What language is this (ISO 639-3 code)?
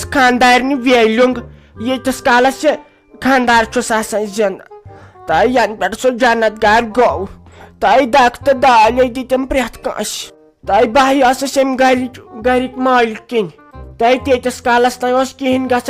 kas